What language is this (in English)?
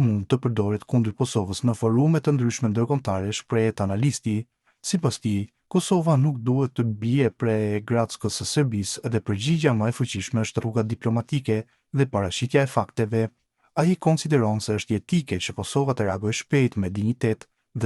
Albanian